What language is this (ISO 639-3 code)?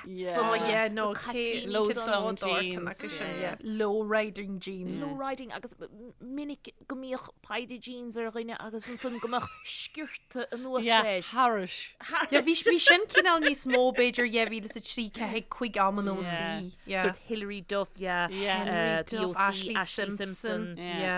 gle